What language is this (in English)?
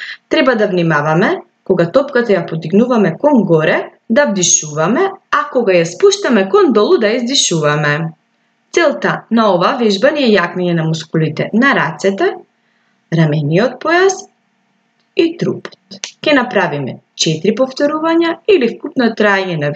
Macedonian